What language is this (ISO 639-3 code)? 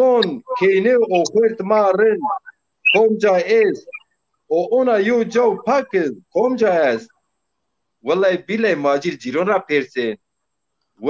zza